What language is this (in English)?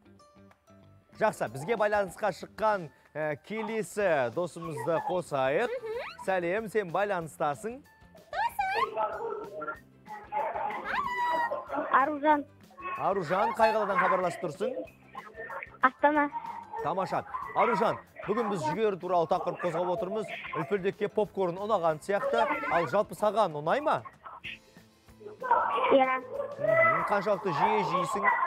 Kazakh